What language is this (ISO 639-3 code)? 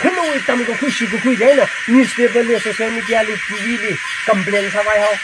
nmf